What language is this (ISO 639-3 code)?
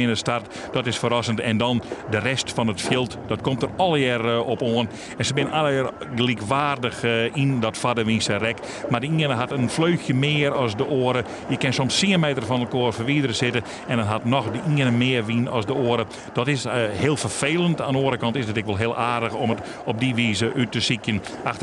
fry